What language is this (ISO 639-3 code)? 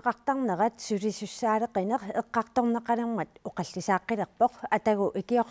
kal